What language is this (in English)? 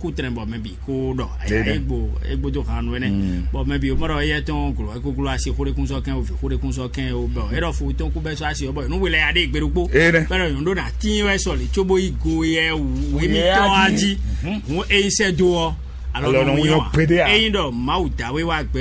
Fon